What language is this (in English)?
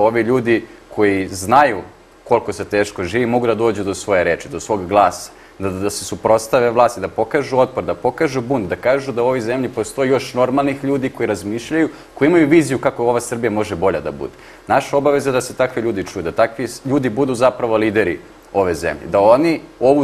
Serbian